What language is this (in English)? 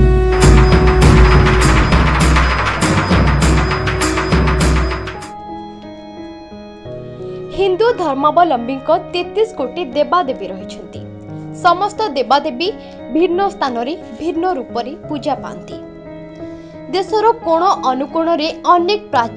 Odia